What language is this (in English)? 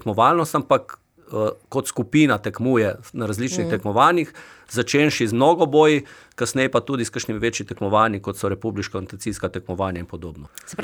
Slovenian